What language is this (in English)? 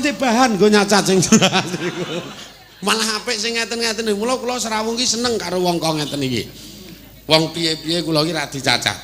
Javanese